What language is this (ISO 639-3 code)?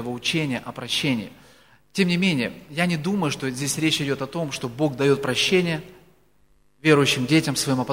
rus